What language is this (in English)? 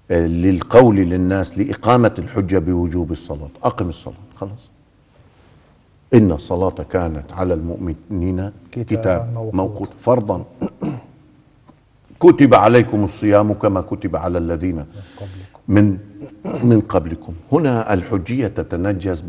Arabic